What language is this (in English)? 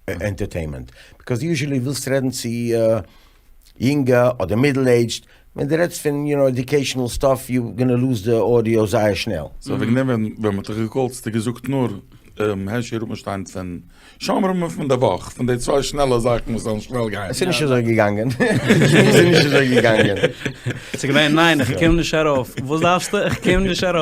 Yiddish